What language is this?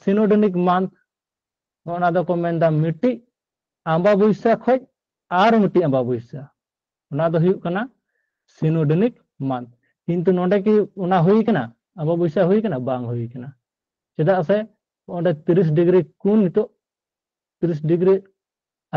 Santali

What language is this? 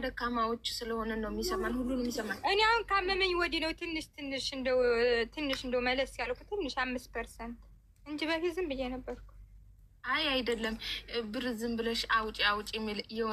Amharic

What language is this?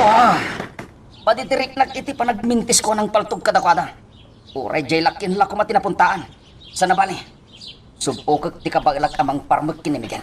Iloko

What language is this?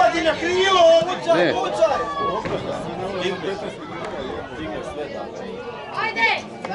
Croatian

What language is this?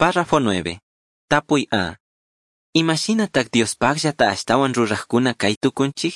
Chimborazo Highland Quichua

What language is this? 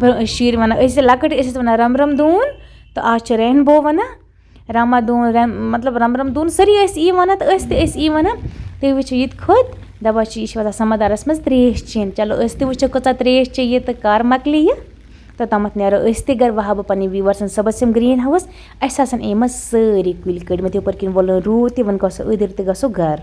Kashmiri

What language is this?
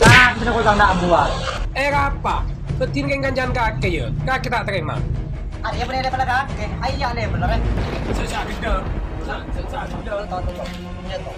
Madurese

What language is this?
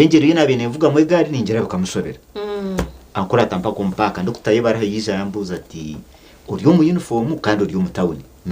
Nyankole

